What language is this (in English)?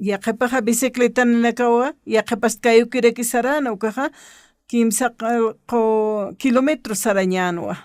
Aymara